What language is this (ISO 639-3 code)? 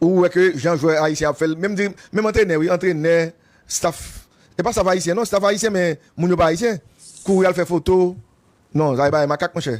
hat